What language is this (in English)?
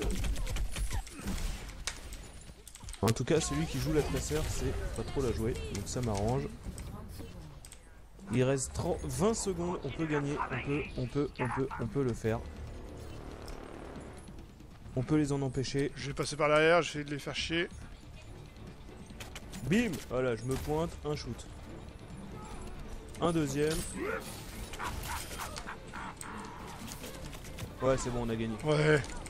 French